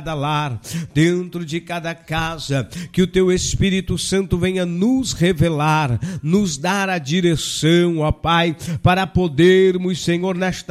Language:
Portuguese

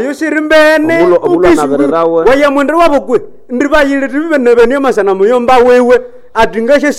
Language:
Nande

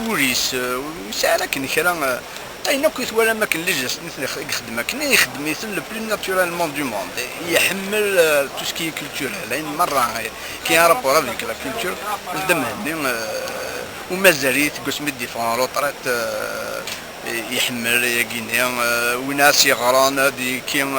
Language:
Kabyle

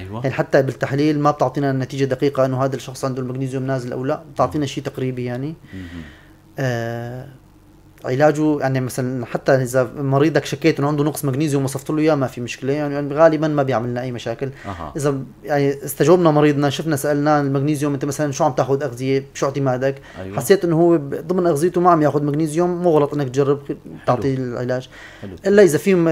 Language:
North Levantine Arabic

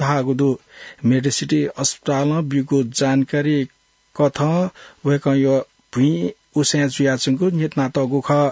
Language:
Newari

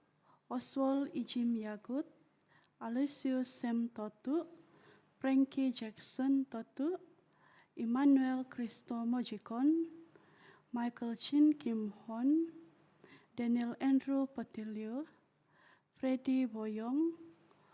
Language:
Central Dusun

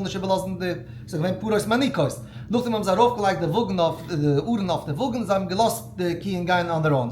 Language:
Yiddish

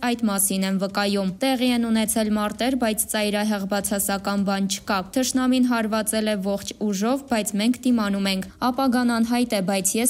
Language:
Armenian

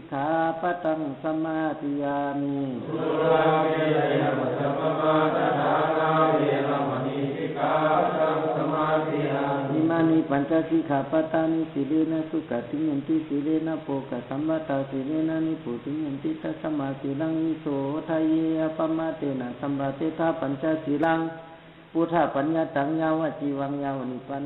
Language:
Pali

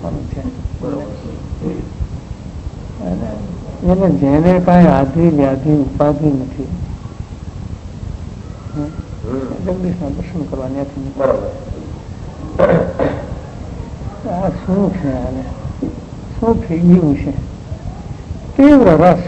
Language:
Gujarati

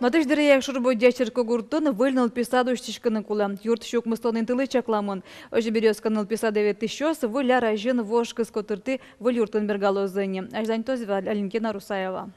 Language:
Udmurt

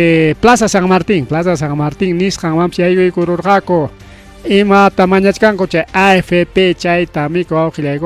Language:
Ayacucho Quechua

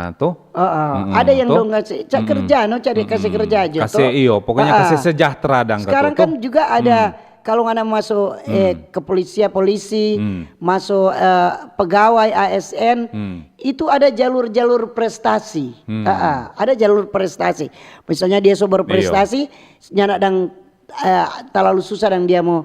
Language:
Manado Malay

